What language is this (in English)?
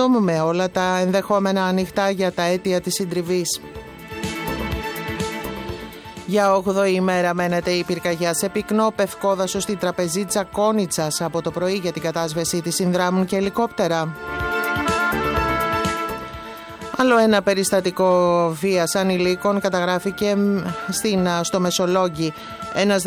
Greek